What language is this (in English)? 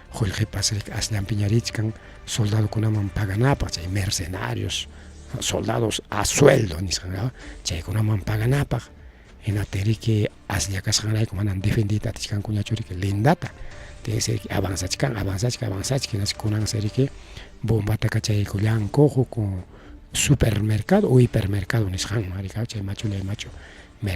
Ayacucho Quechua